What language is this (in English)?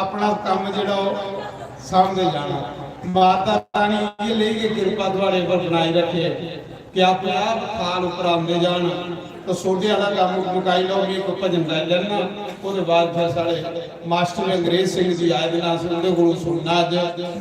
Dogri